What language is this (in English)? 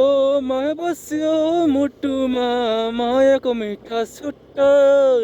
Nepali